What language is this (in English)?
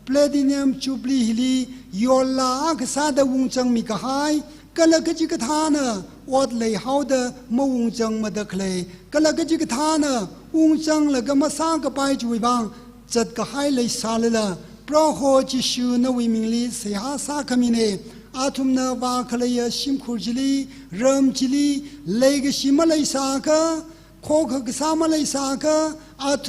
Tangkhul Naga (India)